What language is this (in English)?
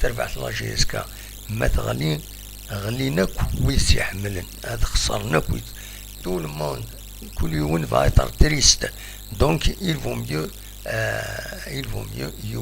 Kabyle